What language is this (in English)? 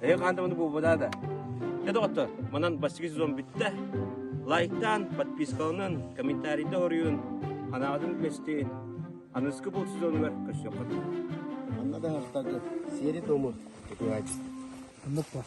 Yakut